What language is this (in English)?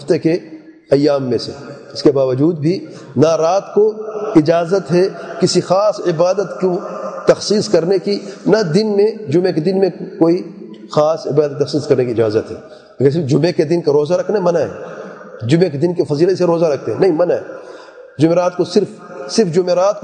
Urdu